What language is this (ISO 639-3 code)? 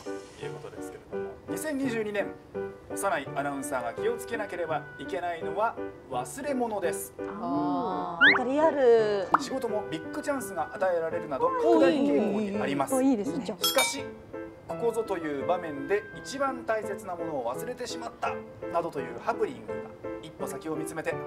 jpn